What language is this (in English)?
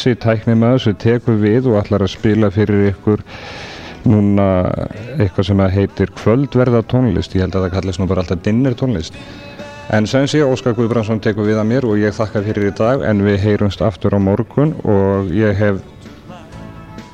Icelandic